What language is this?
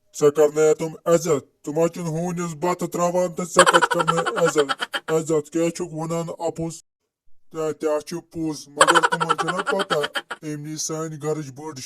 Kashmiri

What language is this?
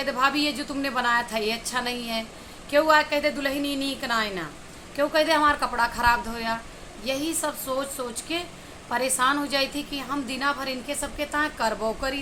Awadhi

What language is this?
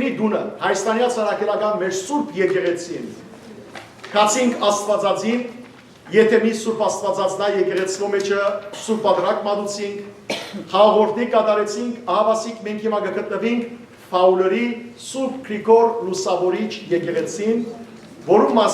Western Armenian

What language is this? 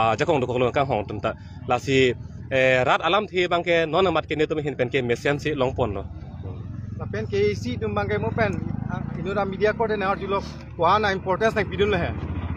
Karbi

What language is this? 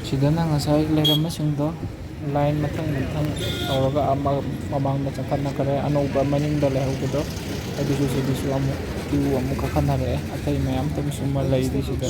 Manipuri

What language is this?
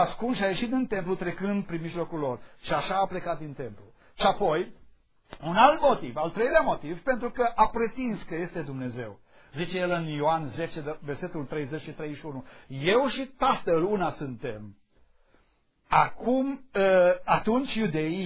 Romanian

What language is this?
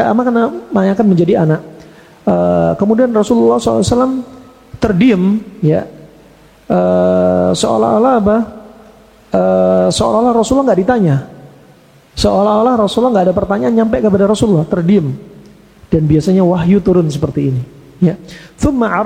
Indonesian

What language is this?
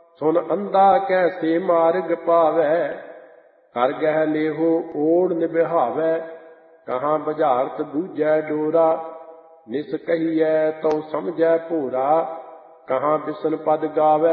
Punjabi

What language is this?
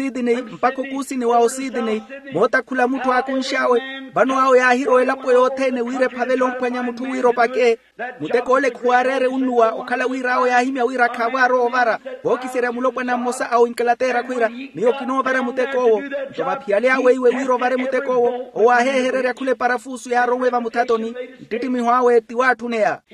Makhuwa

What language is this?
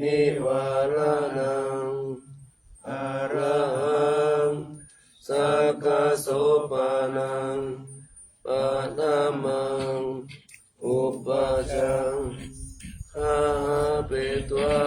Pali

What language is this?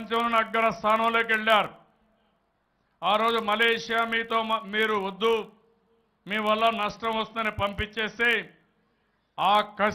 Telugu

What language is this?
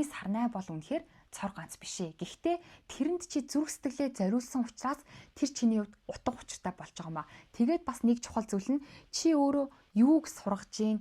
Mongolian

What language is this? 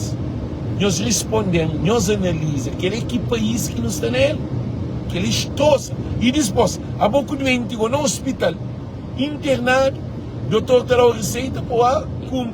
Kabuverdianu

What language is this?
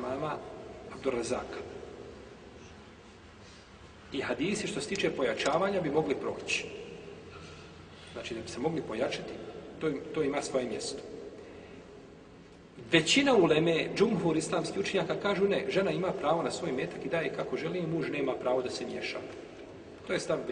Bosnian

